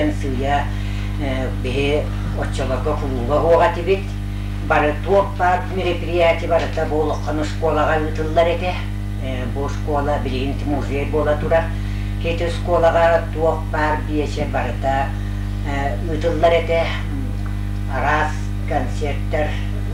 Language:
Yakut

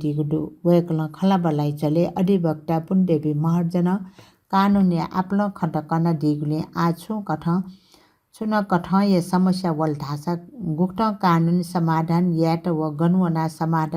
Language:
Newari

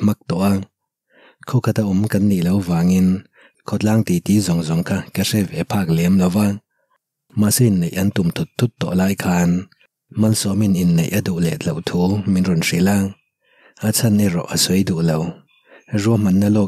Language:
Mizo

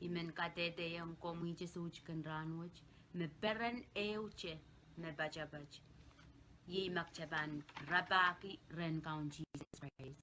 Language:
Pohnpeian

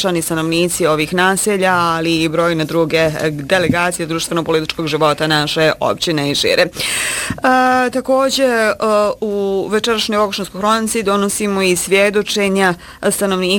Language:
Bosnian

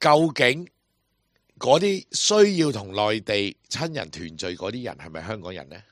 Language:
Cantonese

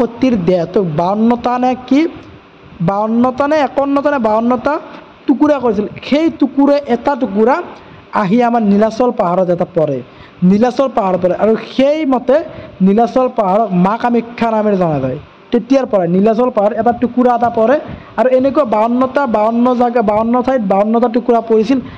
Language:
Assamese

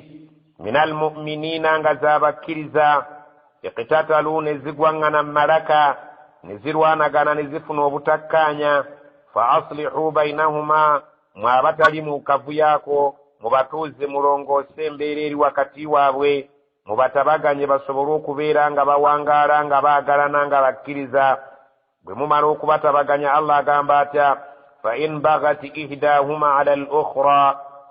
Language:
Ganda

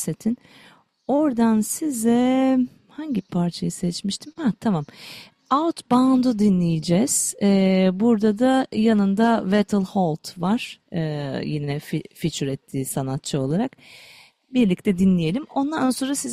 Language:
Turkish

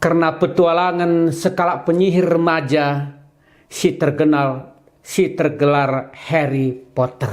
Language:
Batak Karo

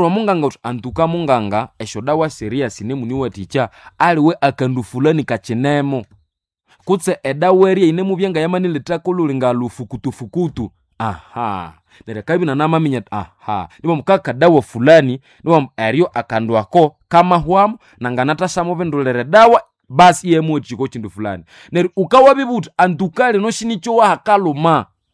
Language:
Nande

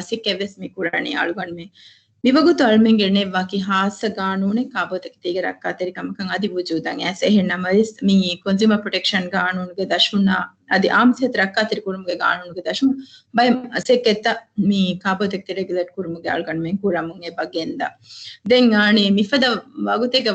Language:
Divehi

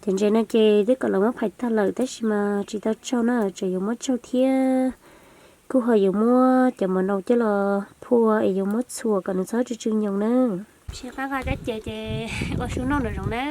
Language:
Hmong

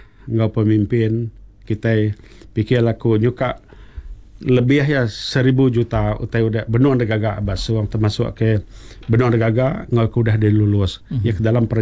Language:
Iban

